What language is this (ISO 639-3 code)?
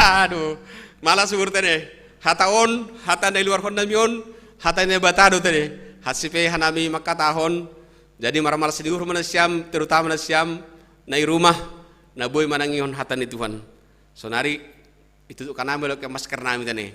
bts